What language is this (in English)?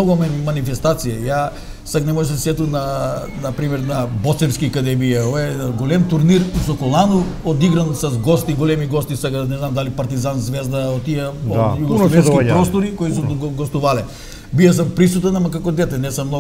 Macedonian